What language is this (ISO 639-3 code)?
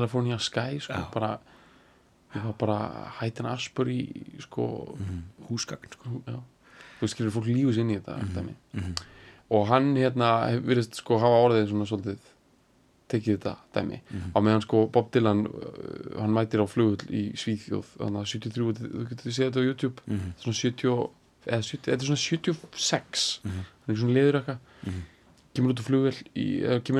isl